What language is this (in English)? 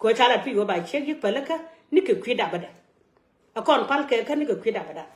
Nuer